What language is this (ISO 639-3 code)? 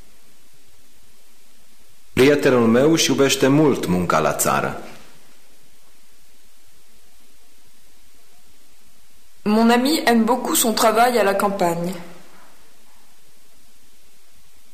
ron